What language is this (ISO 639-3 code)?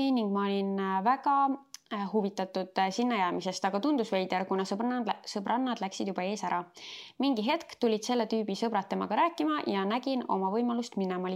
est